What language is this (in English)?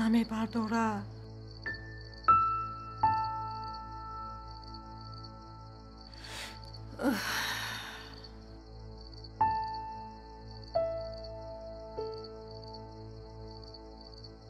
Tajik